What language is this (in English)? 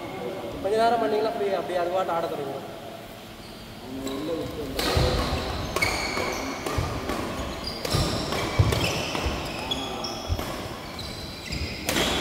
Tamil